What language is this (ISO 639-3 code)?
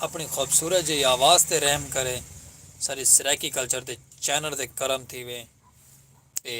skr